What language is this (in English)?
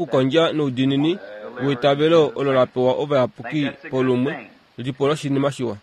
Kuanyama